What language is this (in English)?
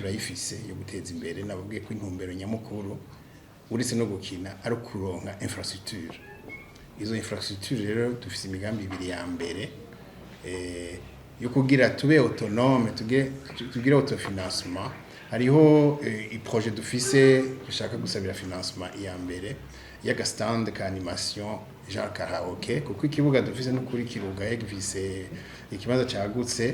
Rundi